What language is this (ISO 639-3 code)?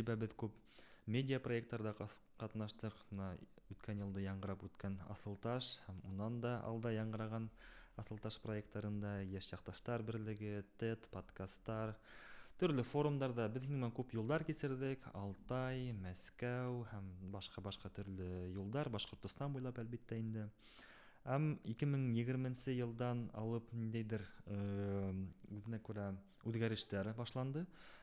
bak